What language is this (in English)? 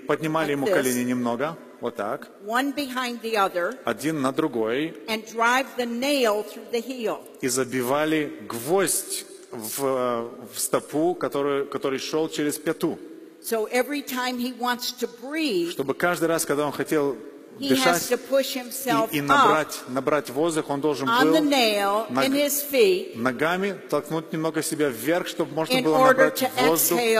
Russian